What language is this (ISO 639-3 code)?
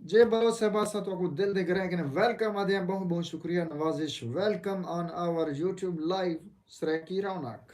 skr